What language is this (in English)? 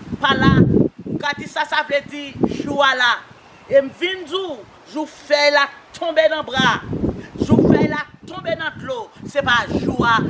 Haitian Creole